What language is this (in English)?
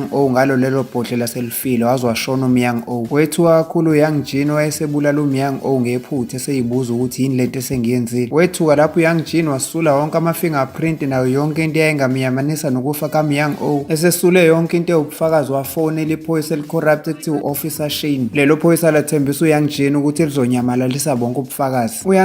Zulu